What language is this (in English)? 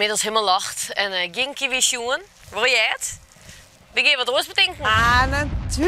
Western Frisian